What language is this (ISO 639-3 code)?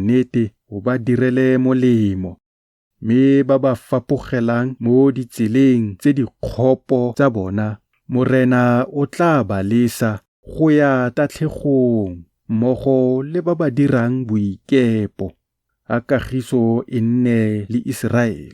tsn